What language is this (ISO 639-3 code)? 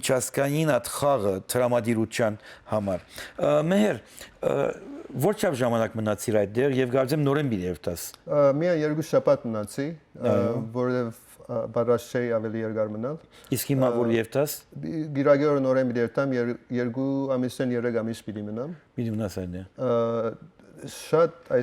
hyw